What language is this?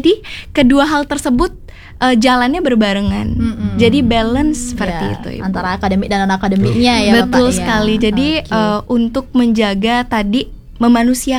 Indonesian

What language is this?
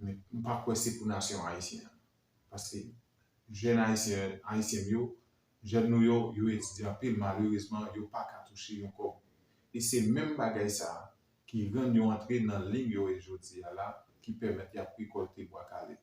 Haitian Creole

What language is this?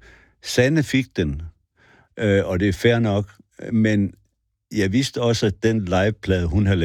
Danish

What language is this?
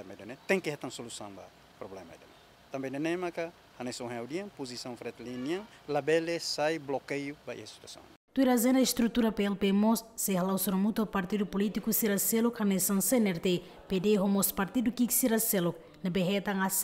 Tetum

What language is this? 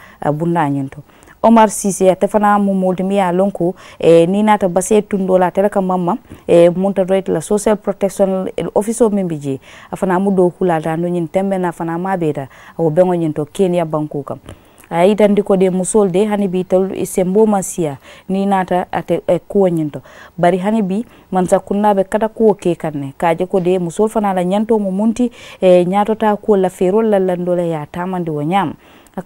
Mandingo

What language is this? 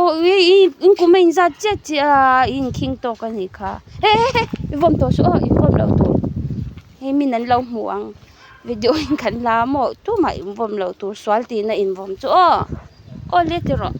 Mizo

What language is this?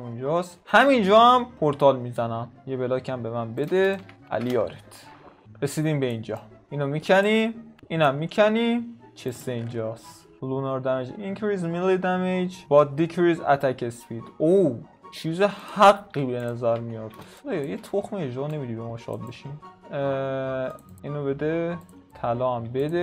Persian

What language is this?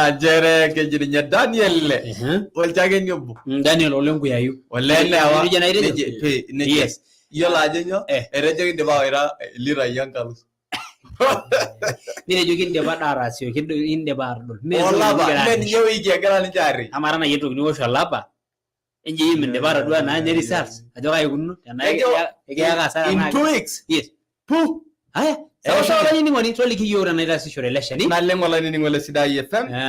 Masai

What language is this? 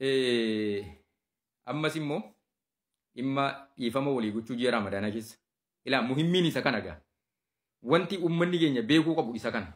Oromo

